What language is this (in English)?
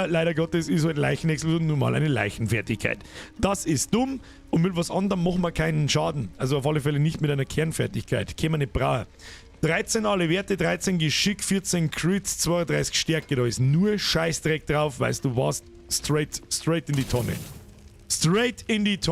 Bavarian